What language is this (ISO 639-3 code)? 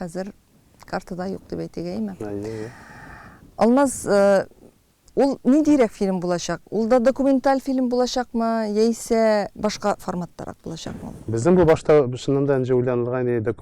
tat